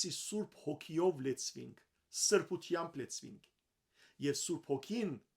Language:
Western Armenian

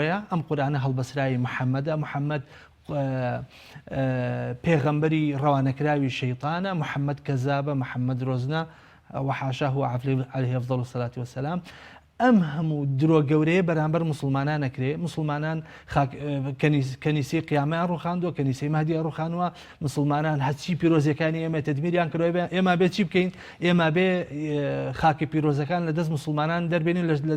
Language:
Central Kurdish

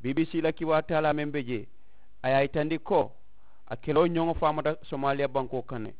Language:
Mandingo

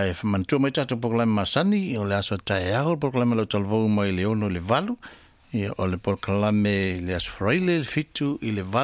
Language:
Samoan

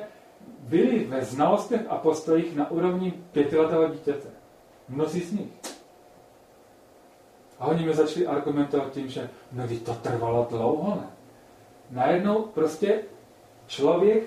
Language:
Czech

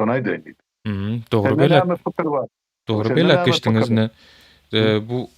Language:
Turkmen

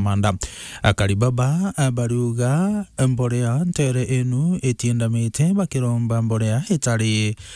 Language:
Meru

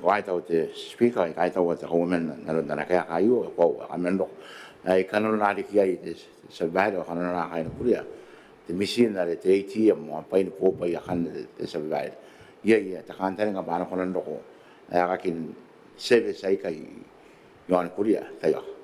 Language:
Gilbertese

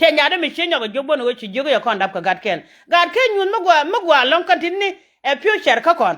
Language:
Nuer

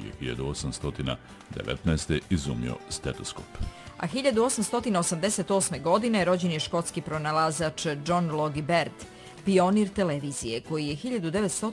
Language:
Bosnian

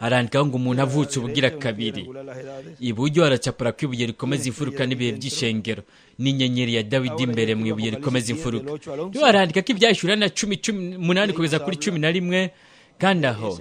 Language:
Rundi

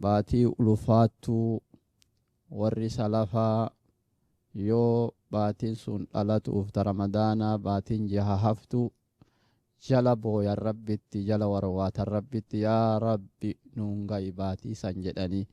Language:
Oromo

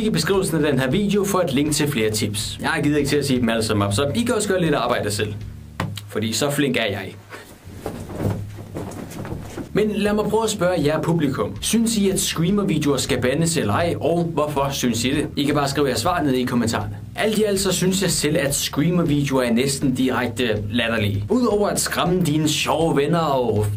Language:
Danish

